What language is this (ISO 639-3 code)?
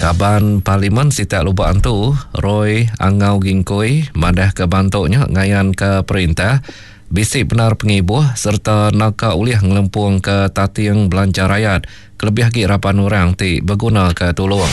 iba